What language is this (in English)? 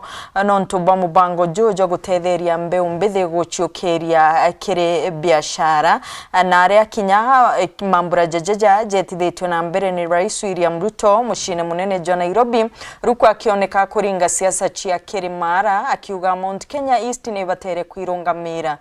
Meru